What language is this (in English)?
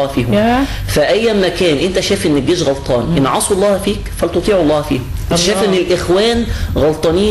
Egyptian Arabic